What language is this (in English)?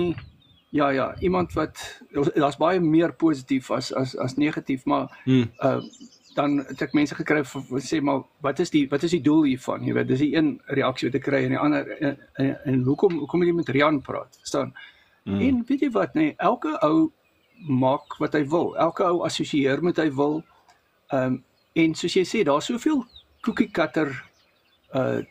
Afrikaans